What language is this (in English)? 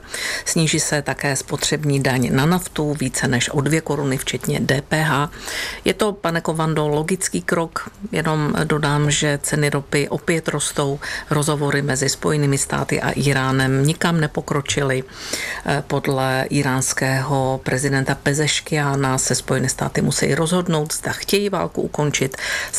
Czech